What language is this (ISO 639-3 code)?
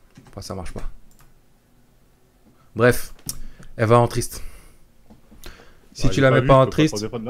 fra